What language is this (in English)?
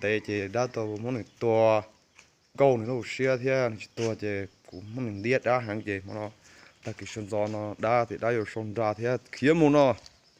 Hmong